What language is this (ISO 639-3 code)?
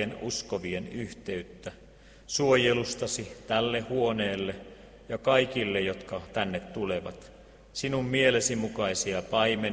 fin